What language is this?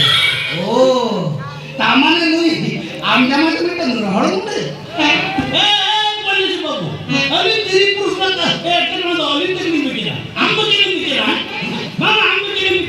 Santali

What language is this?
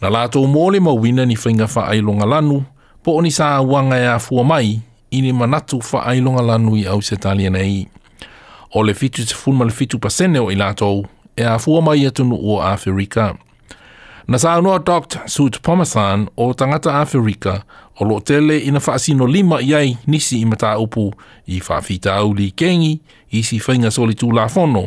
Samoan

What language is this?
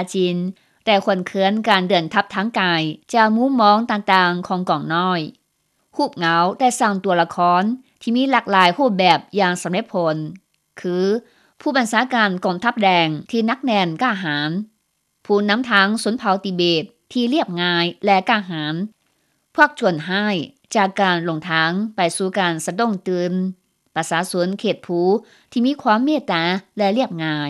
Lao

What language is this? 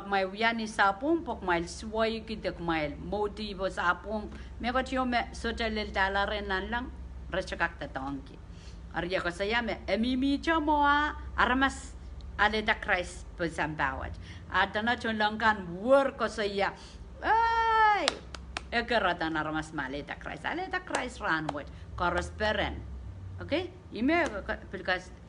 Pohnpeian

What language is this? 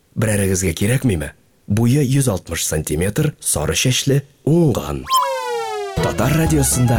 Tatar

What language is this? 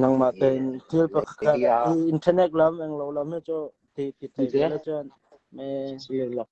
Mizo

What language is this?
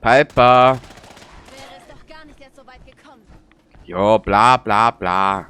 Bavarian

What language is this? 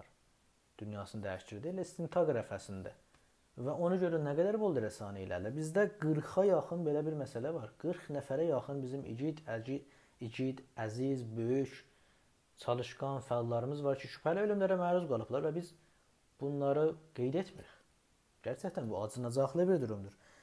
South Azerbaijani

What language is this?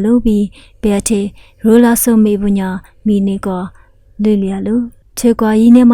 Lisu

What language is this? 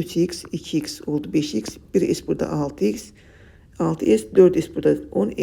Azerbaijani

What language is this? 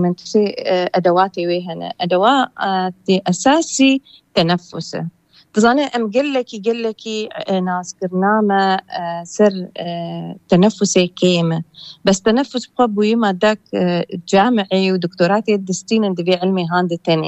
Kurdish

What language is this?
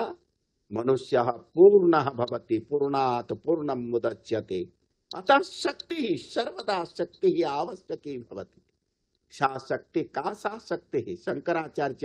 Sanskrit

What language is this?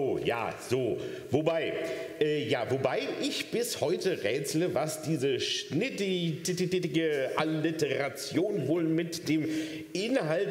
German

